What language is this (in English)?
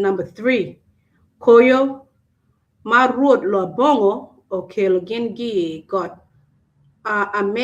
Acoli